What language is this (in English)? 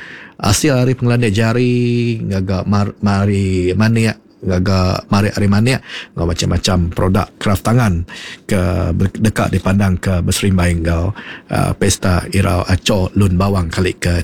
Iban